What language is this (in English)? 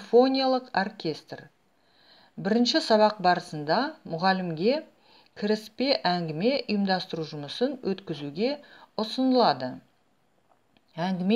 Kazakh